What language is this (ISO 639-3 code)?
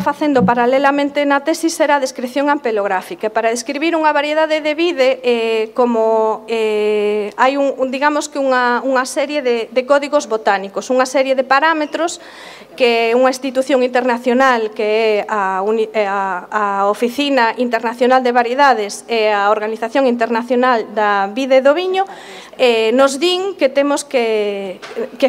glg